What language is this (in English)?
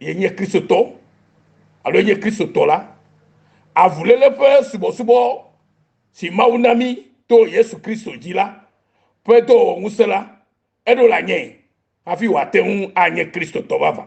Ewe